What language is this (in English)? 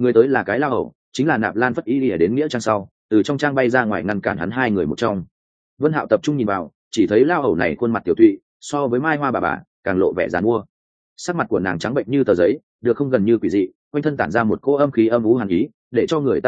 Vietnamese